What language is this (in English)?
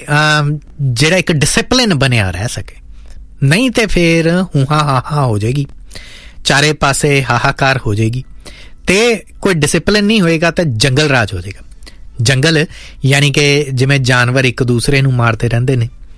Punjabi